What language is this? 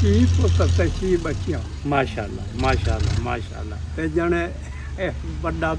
Saraiki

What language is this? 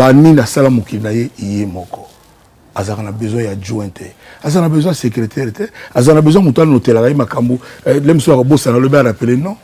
Lingala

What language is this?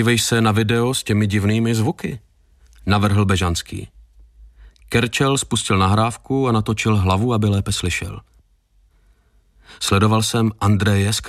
Czech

